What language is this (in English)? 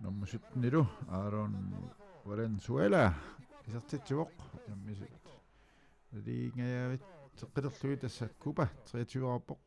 Kalaallisut